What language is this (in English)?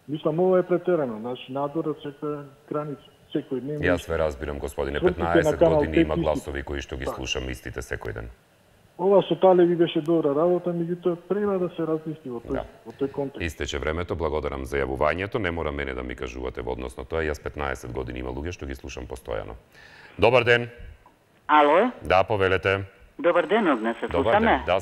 Macedonian